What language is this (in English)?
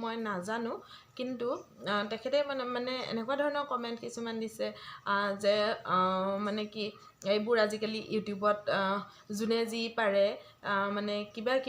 Assamese